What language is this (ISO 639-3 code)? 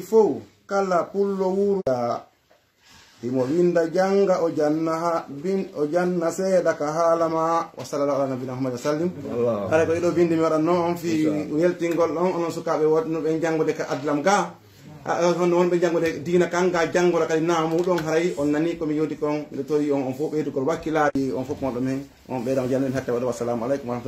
fuf